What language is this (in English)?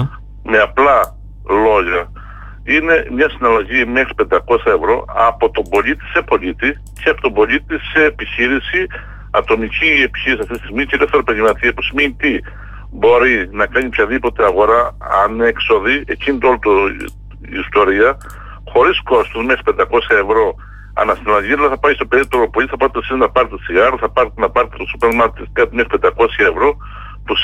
Greek